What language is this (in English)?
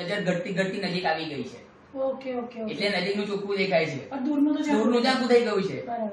Gujarati